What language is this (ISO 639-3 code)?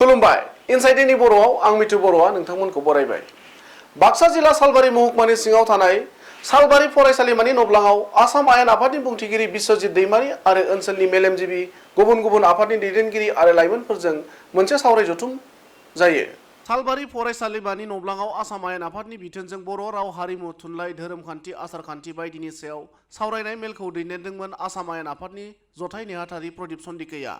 brx